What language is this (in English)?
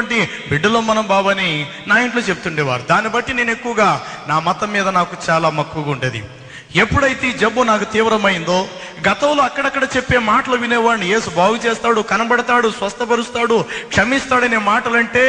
Telugu